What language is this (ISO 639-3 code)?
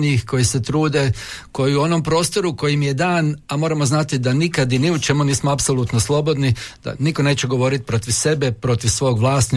hrv